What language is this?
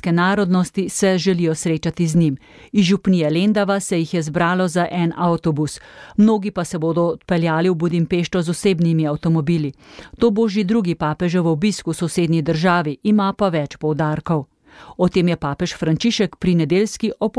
Slovenian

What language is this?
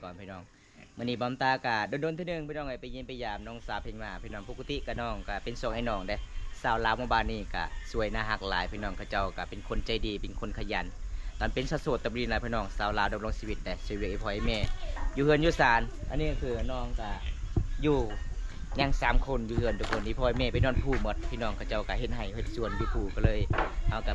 Lao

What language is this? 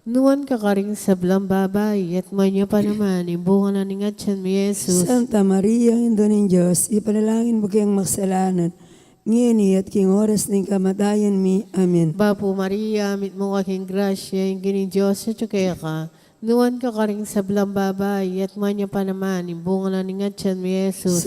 Pampanga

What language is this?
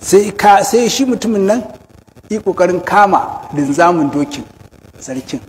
Hausa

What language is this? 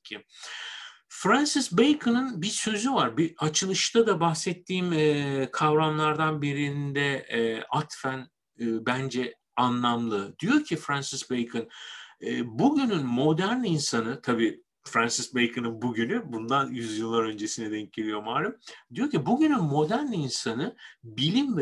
Turkish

